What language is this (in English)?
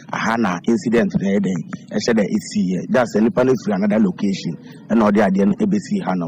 Akan